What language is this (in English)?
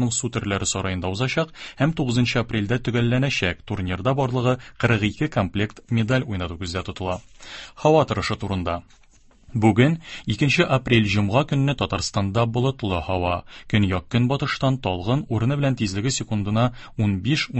Tatar